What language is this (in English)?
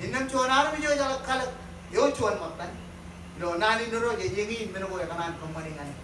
Marshallese